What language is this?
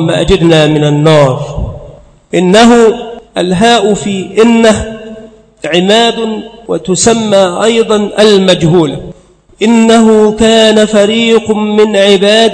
Arabic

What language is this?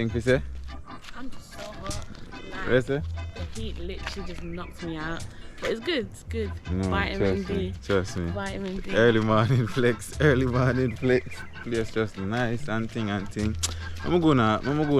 Jamaican Creole English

